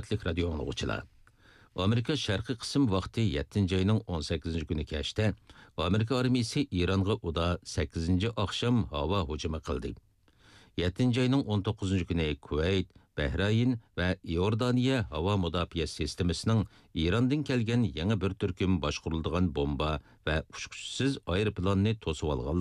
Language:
Uyghur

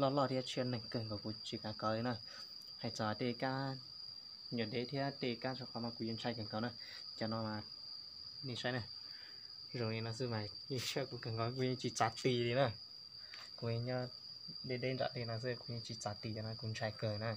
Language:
Hmong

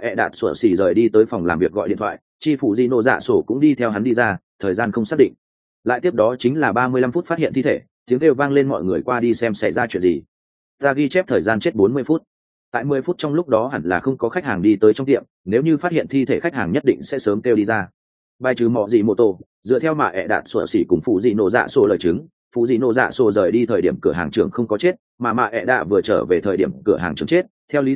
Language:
Vietnamese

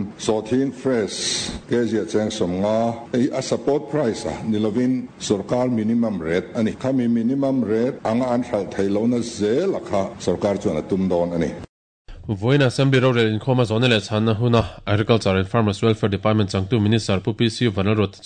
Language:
Mizo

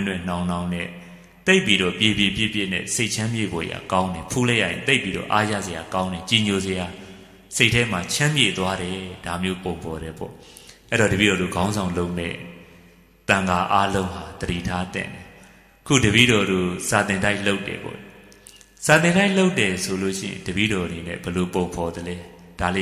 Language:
Burmese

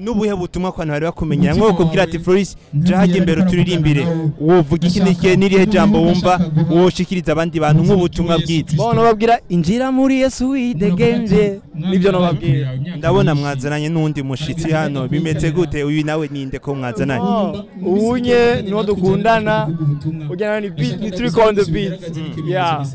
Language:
Rundi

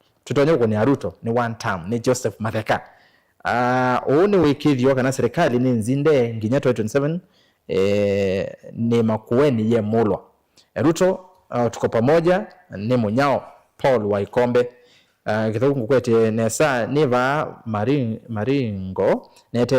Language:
Kamba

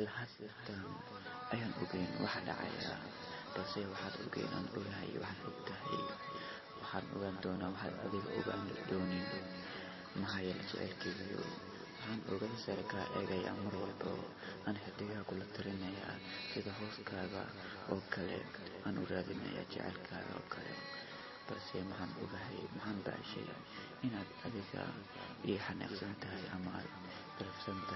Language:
Somali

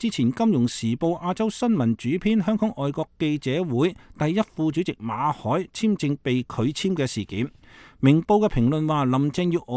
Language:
Cantonese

